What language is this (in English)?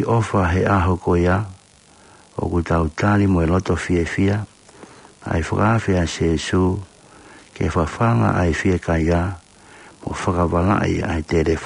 Tongan